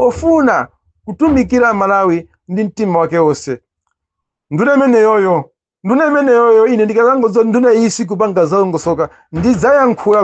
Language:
Nyanja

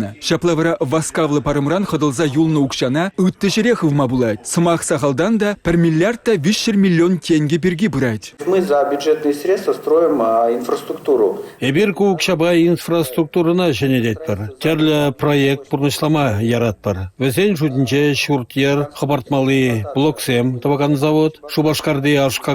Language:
Chuvash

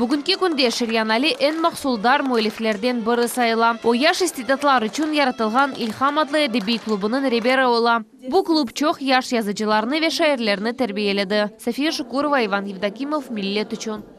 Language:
Crimean Tatar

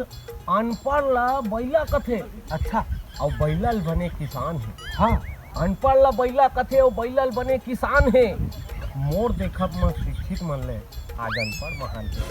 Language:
Chhattisgarhi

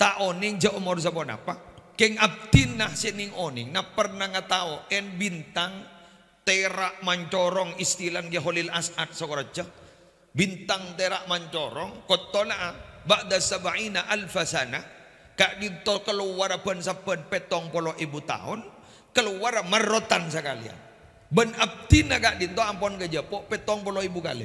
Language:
Madurese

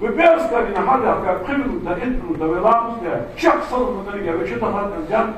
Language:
Ingush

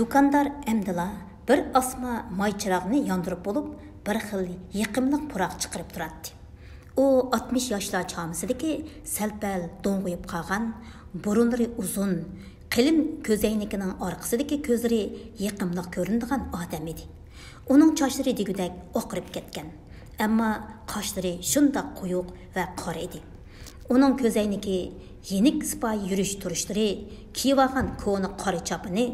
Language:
Uyghur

